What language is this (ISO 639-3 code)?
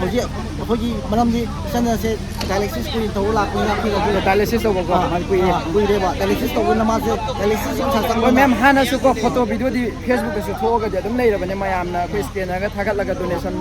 mni